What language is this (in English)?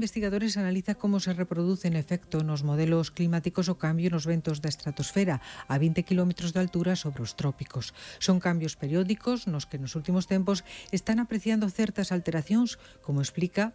Galician